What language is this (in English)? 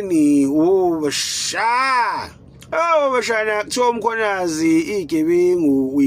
Zulu